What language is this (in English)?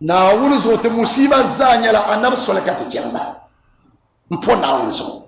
Dagbani